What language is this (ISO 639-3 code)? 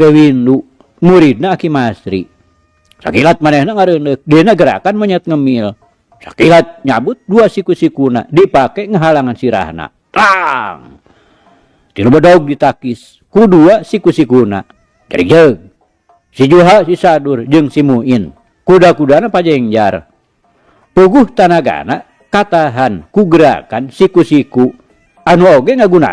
sun